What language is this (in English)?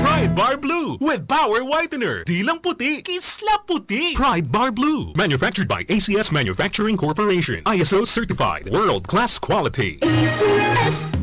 Bikol